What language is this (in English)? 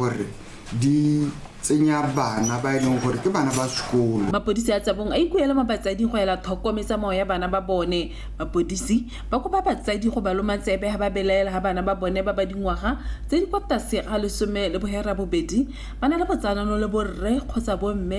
Tswana